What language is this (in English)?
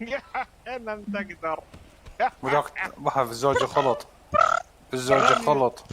Mesopotamian Arabic